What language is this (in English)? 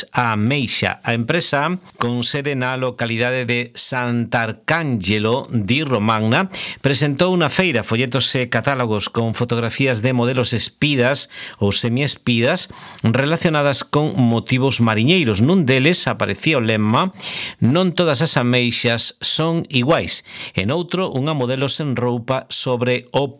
Galician